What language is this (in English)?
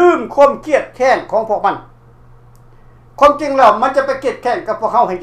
Lao